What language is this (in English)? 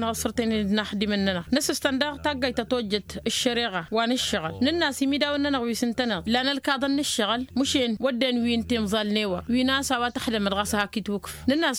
Tamasheq